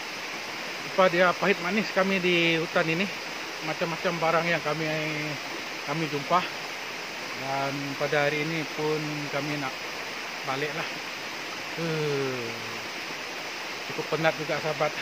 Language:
Malay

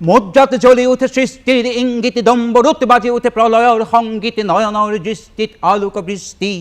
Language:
Assamese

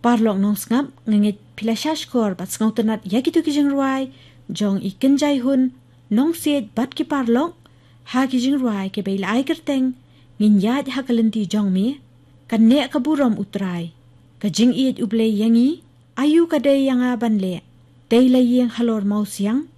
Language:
Khasi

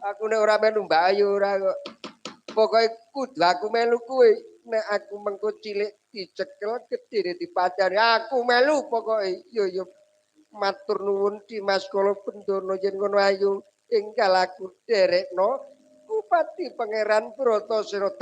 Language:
Javanese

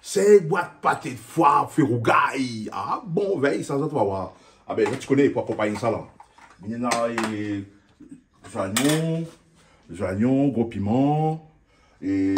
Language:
Réunion Creole French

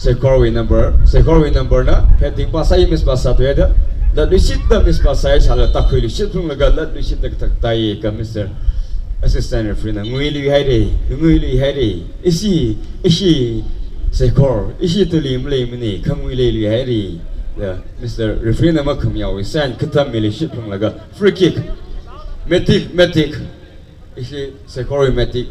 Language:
Tangkhul Naga (India)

